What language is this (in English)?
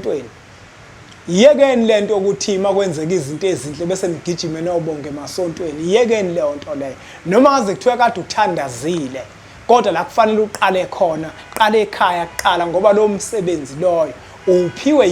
Zulu